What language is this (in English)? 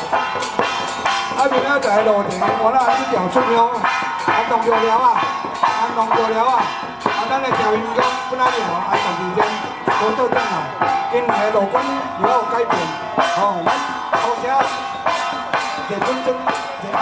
Min Nan Chinese